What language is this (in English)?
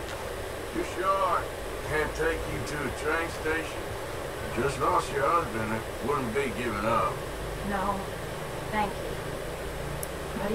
English